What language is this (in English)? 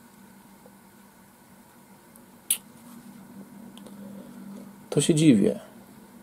Polish